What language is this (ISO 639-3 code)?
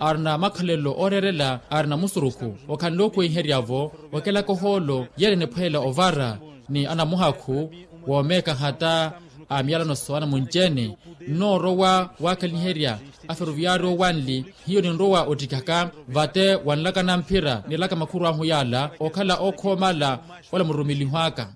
vmw